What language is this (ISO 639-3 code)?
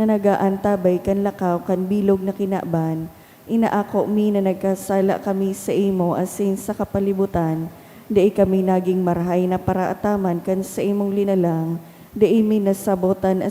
bik